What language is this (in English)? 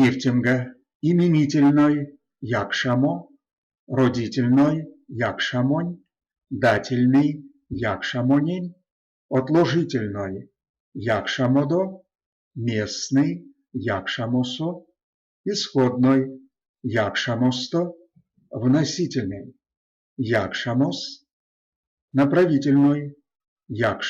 Erzya